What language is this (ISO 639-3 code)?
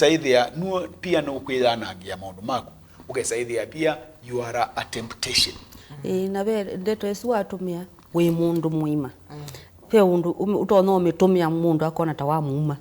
kam